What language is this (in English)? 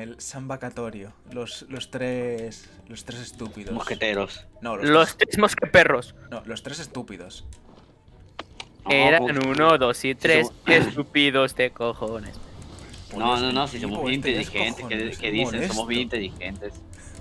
Spanish